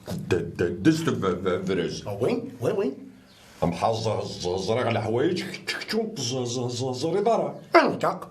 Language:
Kabyle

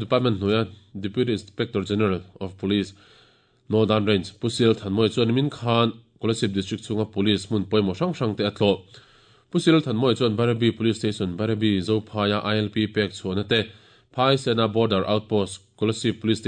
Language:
Mizo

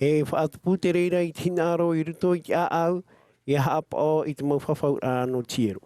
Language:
Tahitian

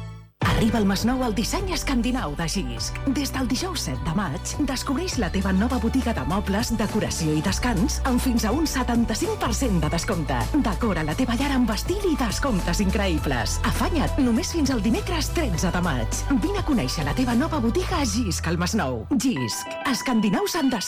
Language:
Catalan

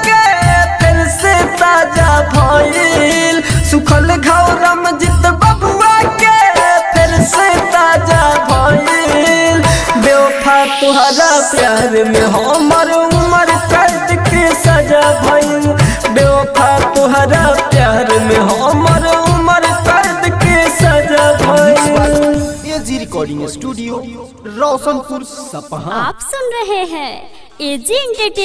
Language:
Bhojpuri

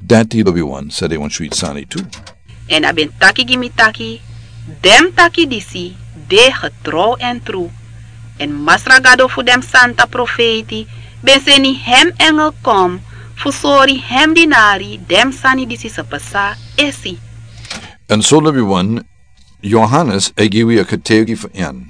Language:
Sranan Tongo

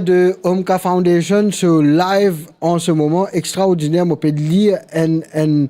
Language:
Morisyen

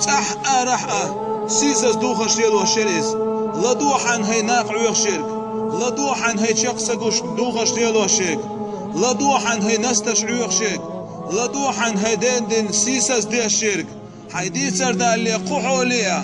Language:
Chechen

